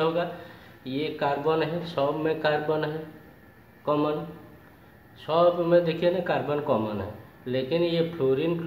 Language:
Hindi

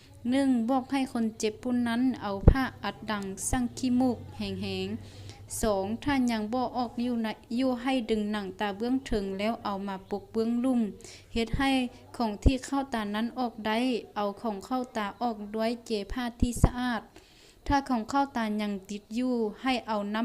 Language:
Lao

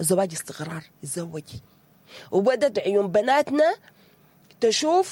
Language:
Sudanese Arabic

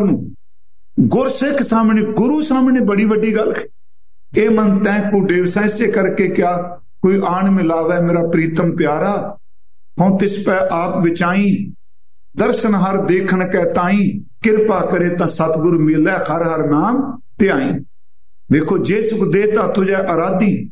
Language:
Punjabi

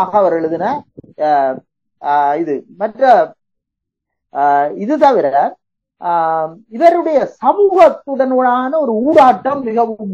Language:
Tamil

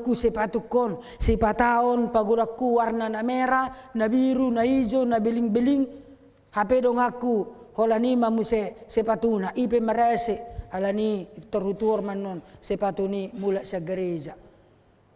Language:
Batak Toba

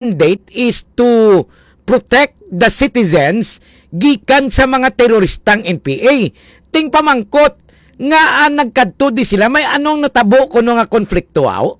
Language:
Hiligaynon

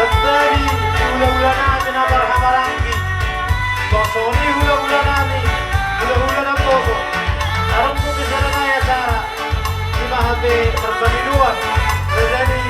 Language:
Batak Toba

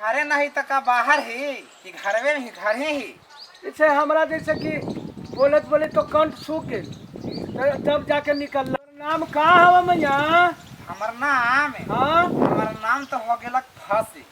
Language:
Magahi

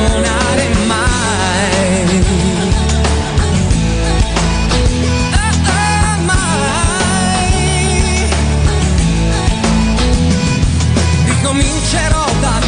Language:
Italian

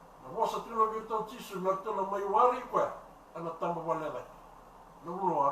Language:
Fijian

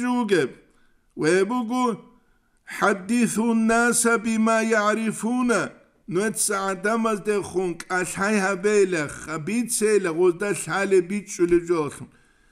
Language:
Avaric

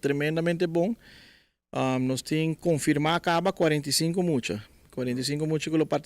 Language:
Papiamento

